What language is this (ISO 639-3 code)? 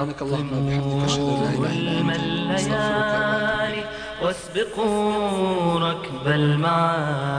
bos